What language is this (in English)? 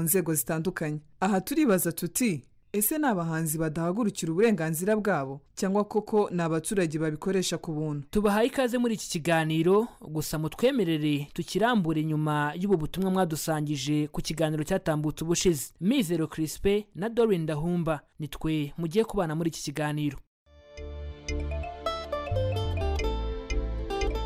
Kinyarwanda